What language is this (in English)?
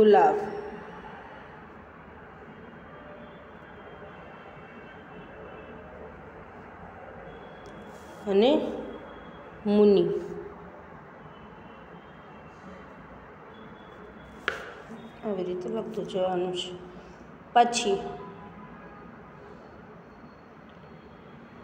Gujarati